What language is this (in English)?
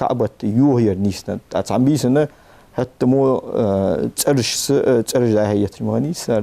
Ingush